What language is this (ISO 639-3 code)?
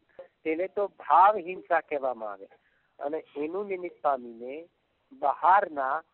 guj